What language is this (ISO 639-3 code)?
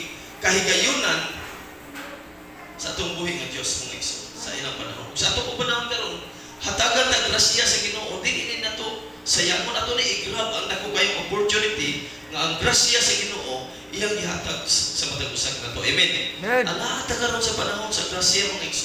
ceb